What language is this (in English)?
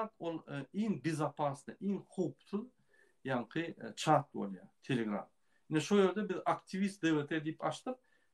Turkmen